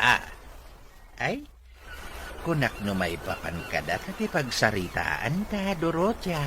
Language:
Iloko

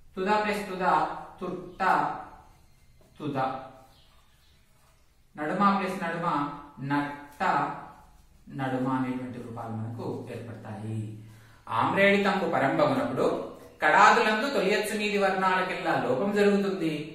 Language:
Telugu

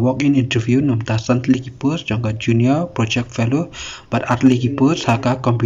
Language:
Khasi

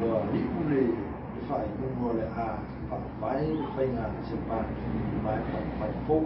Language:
Samoan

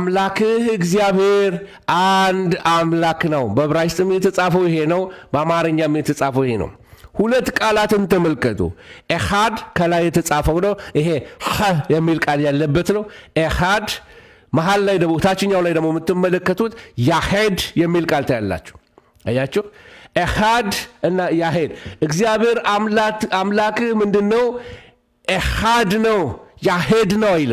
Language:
Amharic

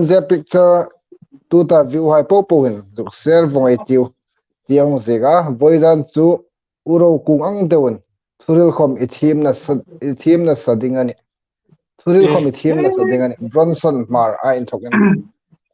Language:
Hmar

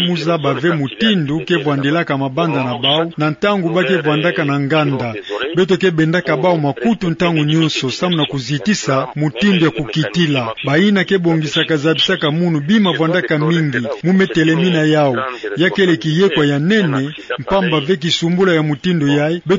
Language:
Kituba (Democratic Republic of Congo)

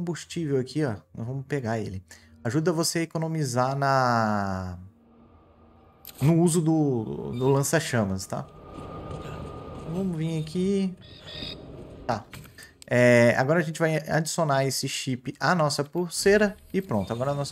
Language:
Portuguese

